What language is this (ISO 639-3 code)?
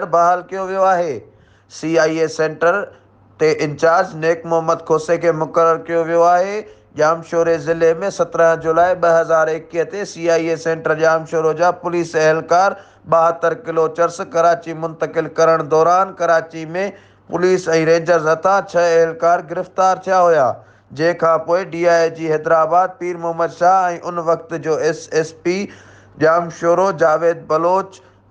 snd